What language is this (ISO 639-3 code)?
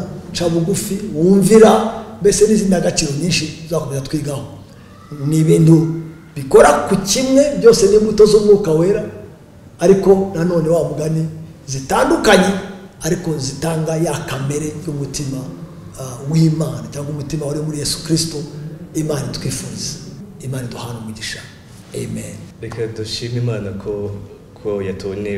kin